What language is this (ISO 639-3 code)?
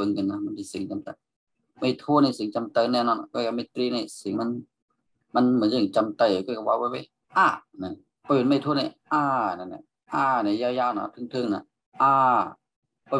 shn